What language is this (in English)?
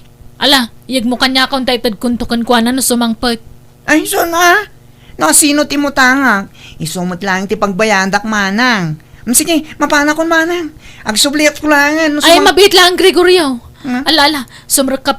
Iloko